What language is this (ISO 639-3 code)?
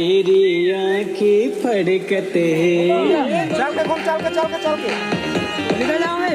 hne